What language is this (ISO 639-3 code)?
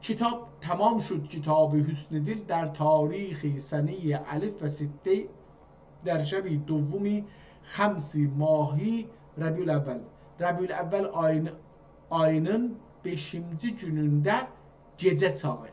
azb